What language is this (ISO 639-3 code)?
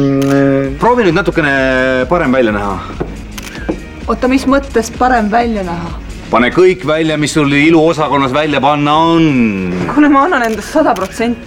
est